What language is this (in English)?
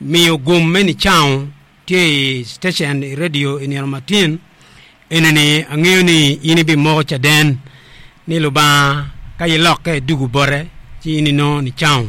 Acoli